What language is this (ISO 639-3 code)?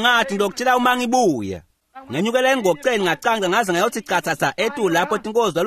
ssw